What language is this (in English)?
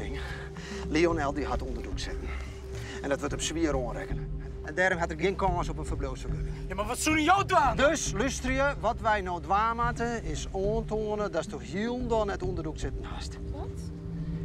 Western Frisian